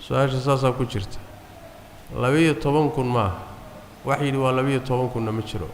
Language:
Somali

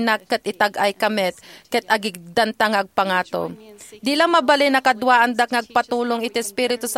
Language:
Iloko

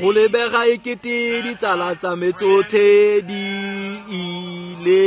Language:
Tswana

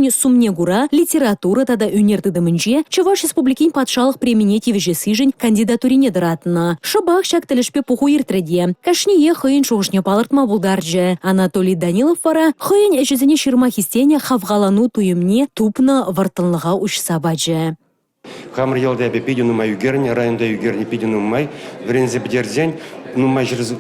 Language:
Chuvash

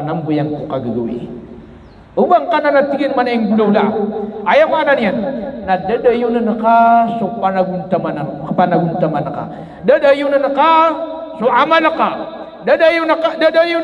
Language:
Maranao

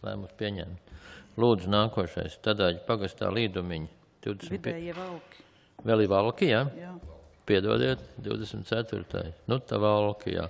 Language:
Latvian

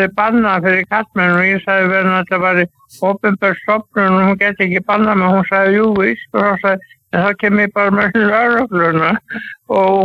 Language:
Icelandic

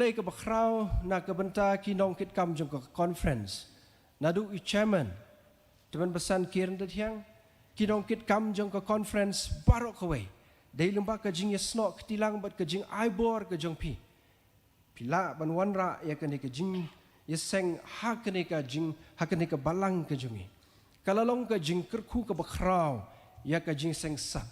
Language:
Khasi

